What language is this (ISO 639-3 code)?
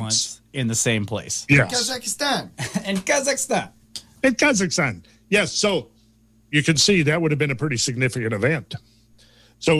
eng